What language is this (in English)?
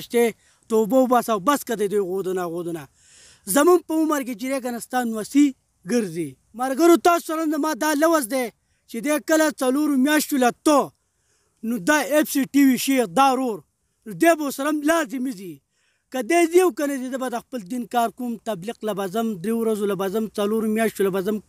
Pashto